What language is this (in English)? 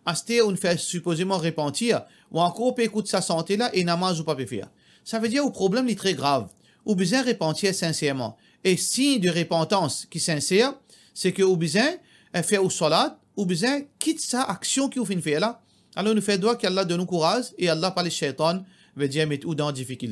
Morisyen